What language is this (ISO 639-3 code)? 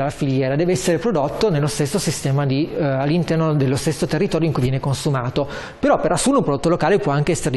ita